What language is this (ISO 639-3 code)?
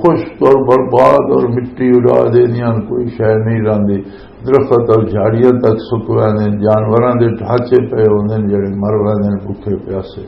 lah